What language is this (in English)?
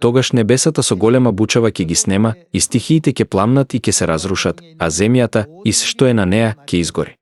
Macedonian